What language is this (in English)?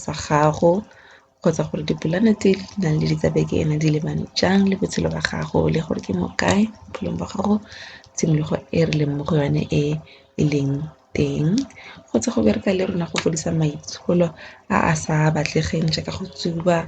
Tswana